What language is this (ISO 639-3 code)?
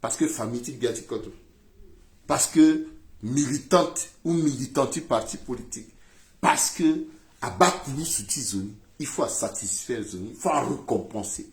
sag